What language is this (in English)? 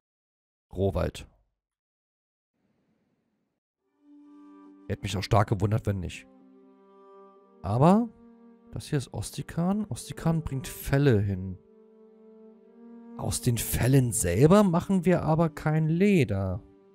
German